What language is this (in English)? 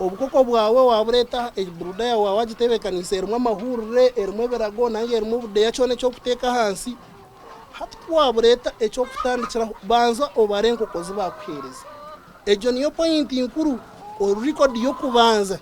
Nyankole